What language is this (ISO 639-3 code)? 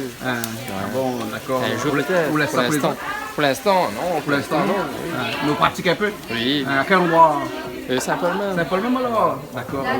rcf